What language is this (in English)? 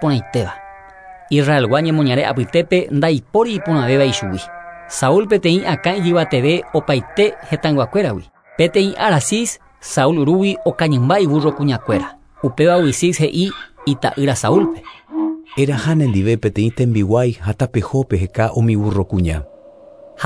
Guarani